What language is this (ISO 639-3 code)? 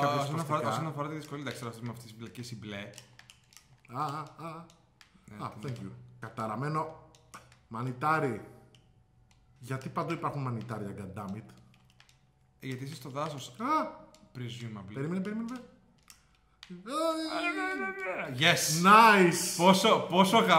ell